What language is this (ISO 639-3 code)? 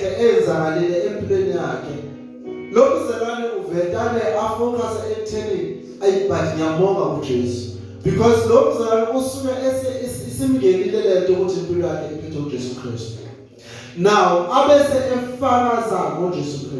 zul